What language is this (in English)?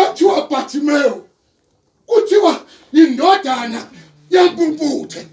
Zulu